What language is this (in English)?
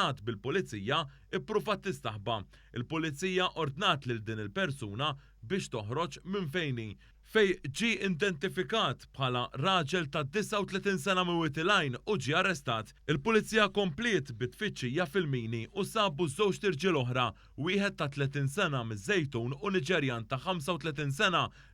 Maltese